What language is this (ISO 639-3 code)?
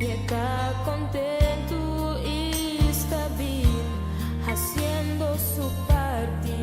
pap